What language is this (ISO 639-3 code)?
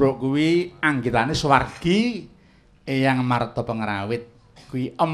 jav